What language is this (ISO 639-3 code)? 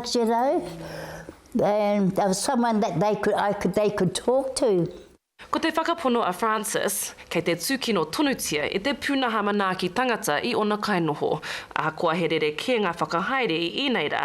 mri